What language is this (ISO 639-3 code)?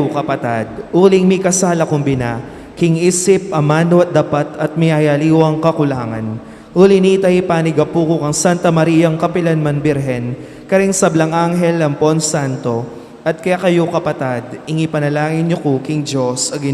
pam